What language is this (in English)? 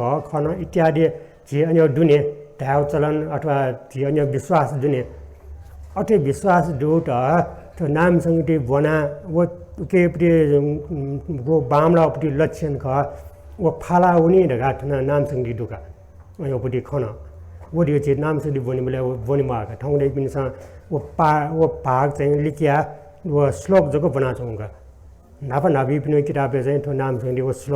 Newari